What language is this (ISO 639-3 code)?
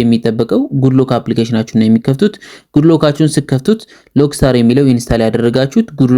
amh